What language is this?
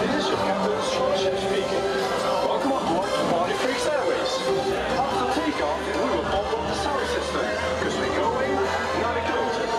Limburgish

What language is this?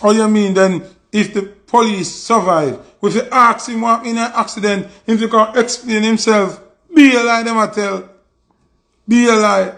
Jamaican Creole English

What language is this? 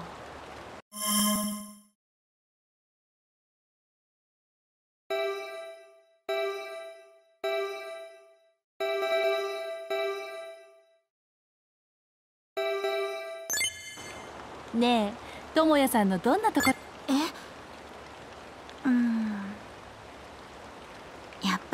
Japanese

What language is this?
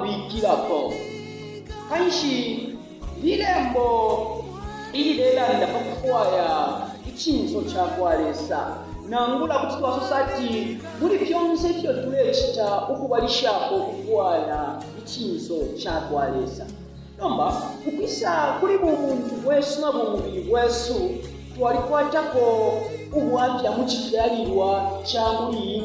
Bemba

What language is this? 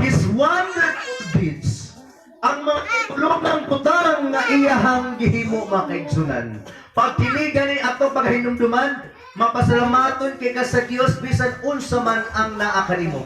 Cebuano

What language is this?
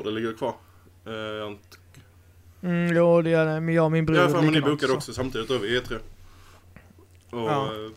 Swedish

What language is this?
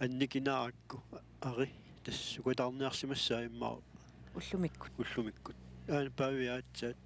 Kalaallisut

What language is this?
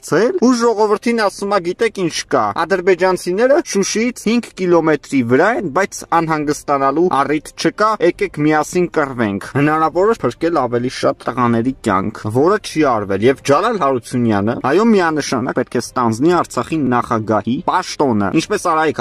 Armenian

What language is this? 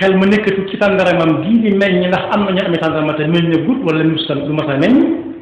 Wolof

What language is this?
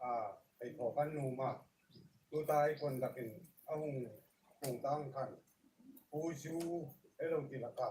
Hmar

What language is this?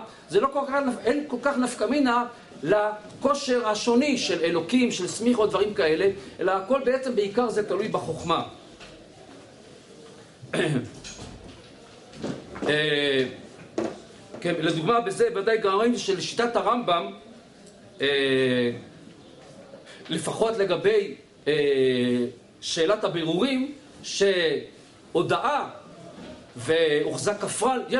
Hebrew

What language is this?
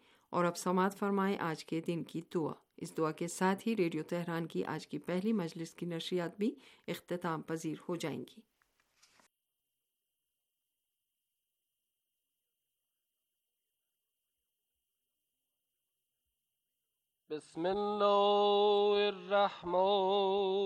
Urdu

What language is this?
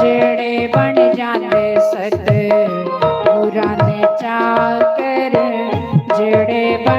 Dogri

